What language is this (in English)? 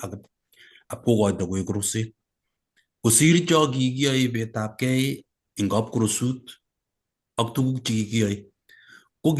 Kalenjin